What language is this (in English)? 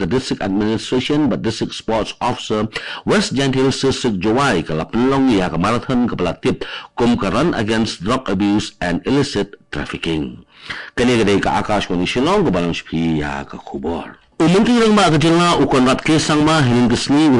Khasi